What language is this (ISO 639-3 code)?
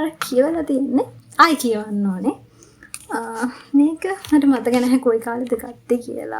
sin